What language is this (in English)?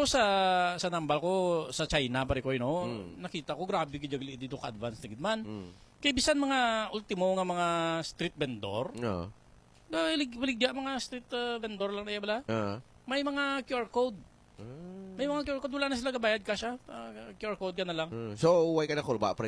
Hiligaynon